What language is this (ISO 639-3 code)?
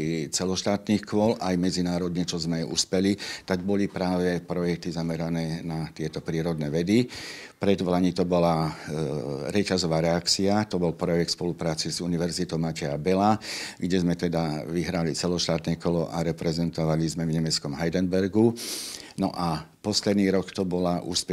slk